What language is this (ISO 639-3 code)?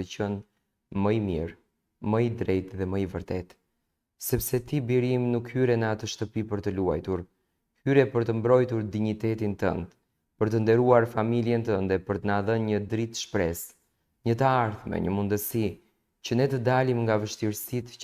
sqi